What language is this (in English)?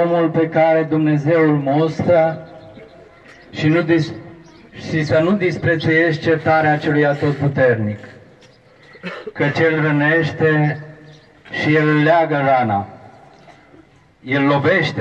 Romanian